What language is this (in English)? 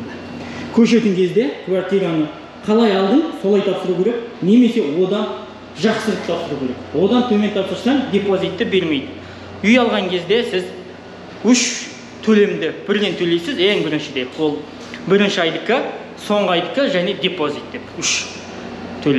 Kazakh